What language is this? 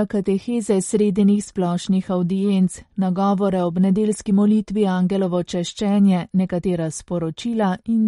Slovenian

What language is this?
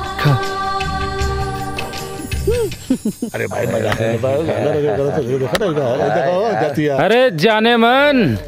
Bhojpuri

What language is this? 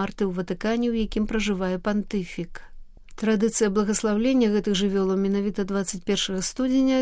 Belarusian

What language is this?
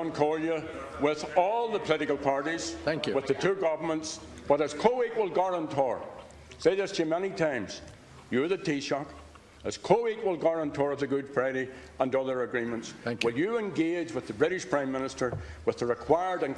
English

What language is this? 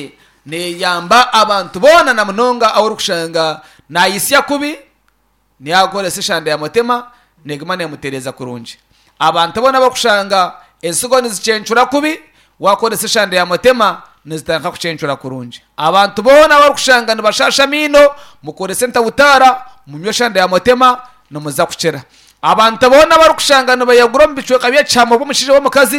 Nyankole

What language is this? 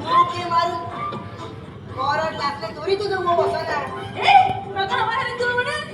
Konkani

